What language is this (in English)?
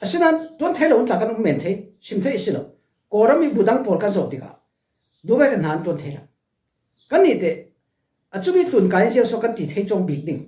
Falam Chin